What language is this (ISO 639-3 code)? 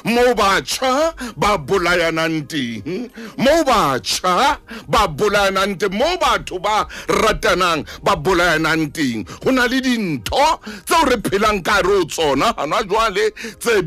sot